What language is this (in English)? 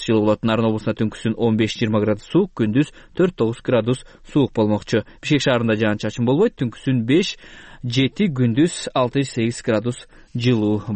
Kyrgyz